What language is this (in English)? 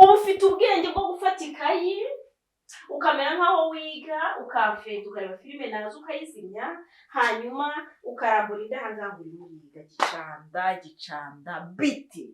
Kinyarwanda